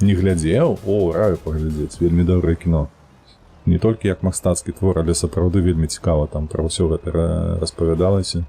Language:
Belarusian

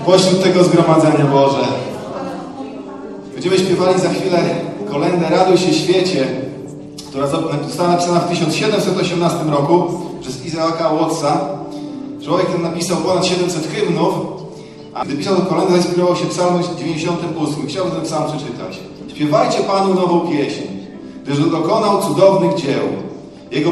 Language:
Polish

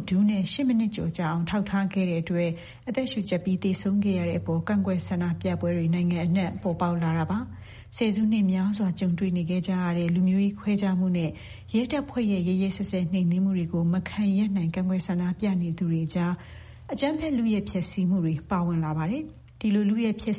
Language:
Burmese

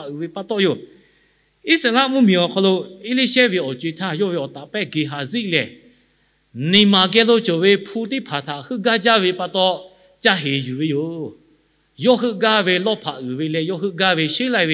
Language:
Lahu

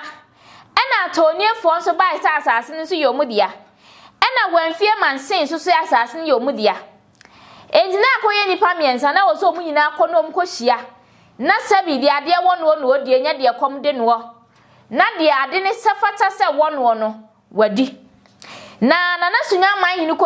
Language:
Akan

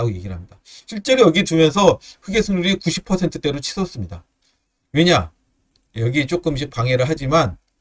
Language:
Korean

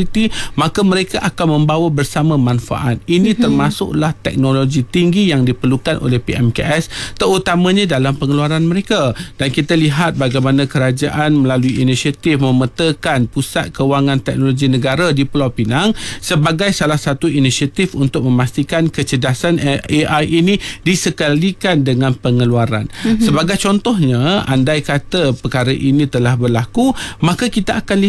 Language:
Malay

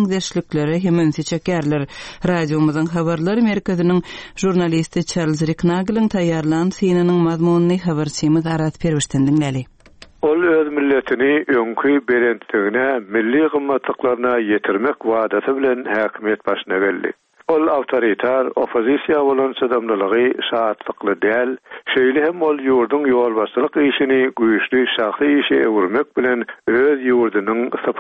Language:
Turkmen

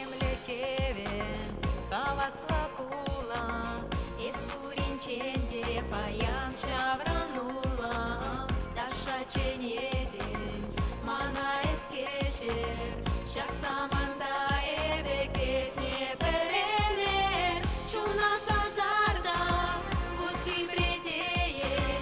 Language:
Chuvash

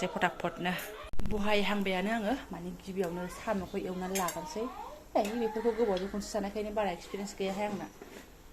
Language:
Bodo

